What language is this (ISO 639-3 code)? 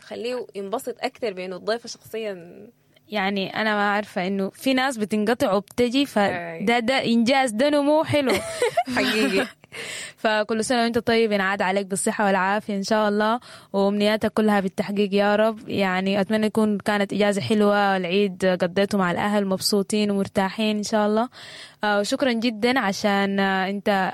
apd